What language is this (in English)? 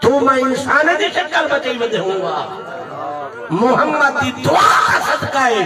Saraiki